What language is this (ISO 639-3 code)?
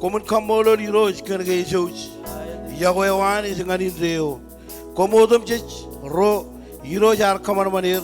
mah